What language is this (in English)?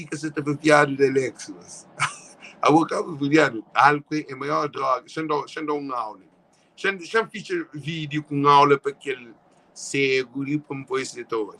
Kabuverdianu